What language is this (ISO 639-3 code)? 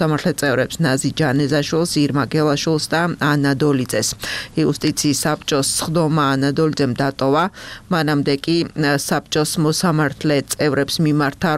kat